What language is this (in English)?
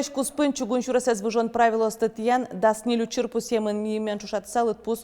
Udmurt